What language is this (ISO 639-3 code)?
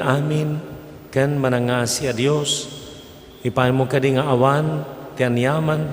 ilo